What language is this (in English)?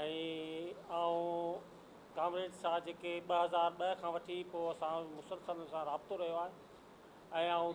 Sindhi